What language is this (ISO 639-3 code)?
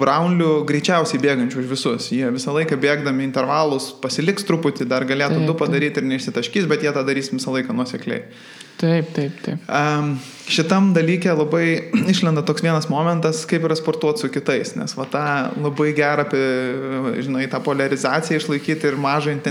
lit